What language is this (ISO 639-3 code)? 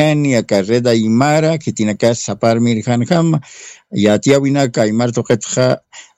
aym